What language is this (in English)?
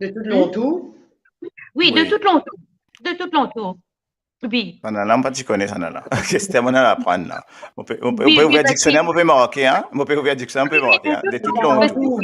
Morisyen